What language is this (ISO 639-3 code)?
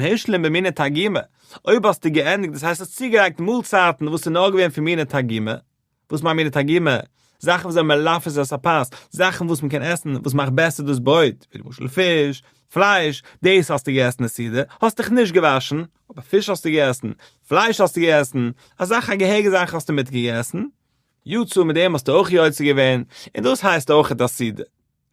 yid